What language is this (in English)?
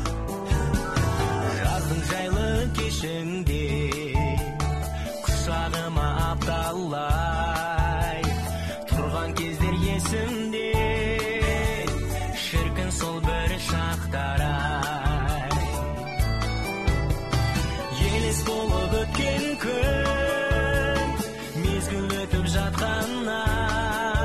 Kazakh